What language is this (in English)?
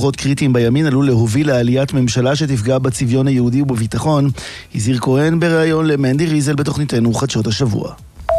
Hebrew